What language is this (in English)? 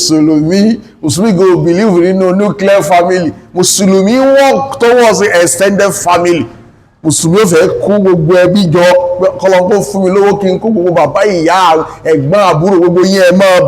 Yoruba